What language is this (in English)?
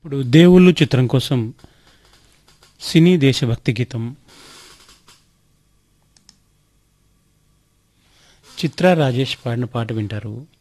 Telugu